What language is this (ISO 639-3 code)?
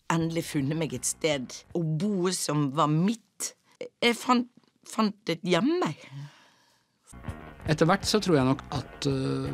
nor